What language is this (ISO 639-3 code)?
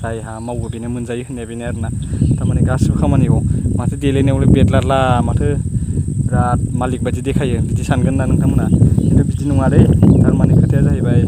brx